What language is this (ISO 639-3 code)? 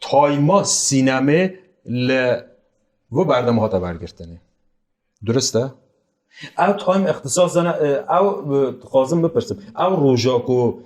kur